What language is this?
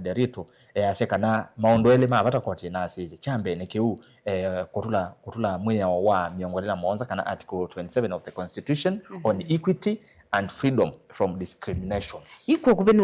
Kamba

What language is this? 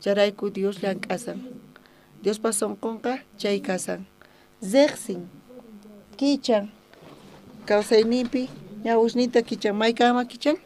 South Bolivian Quechua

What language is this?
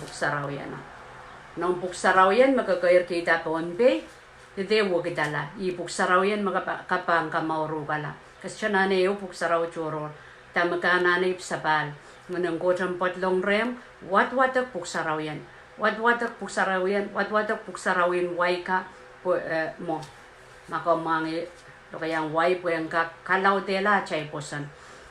Pohnpeian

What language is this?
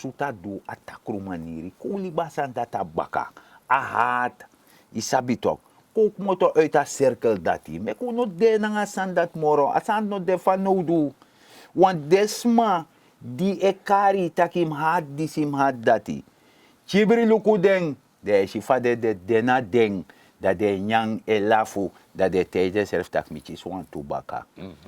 Sranan Tongo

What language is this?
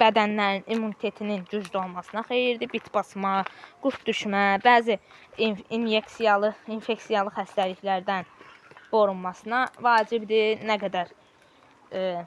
Azerbaijani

